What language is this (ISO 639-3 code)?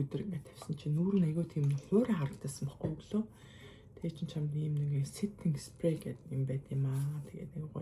mon